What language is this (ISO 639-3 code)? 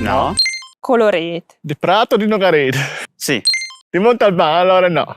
fur